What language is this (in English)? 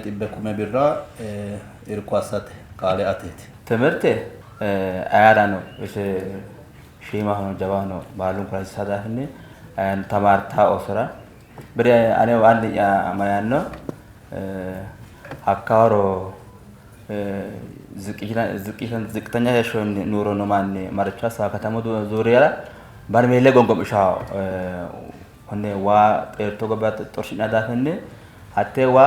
Sidamo